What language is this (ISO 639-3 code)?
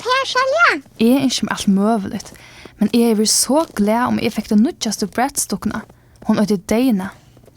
fao